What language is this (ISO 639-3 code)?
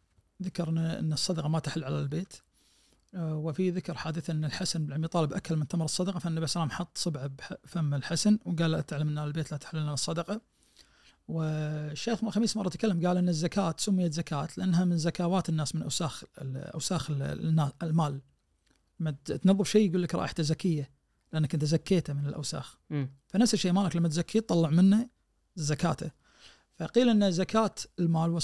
ars